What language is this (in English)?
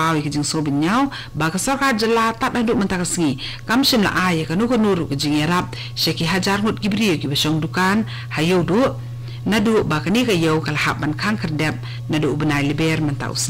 Khasi